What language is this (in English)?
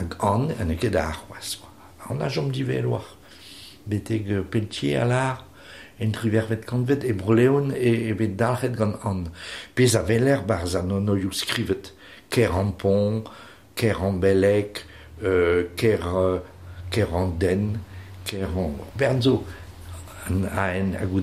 Breton